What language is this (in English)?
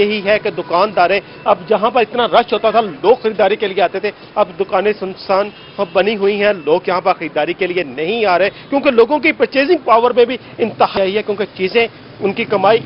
Urdu